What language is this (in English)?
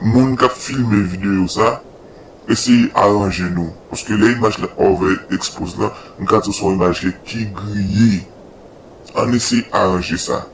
Haitian Creole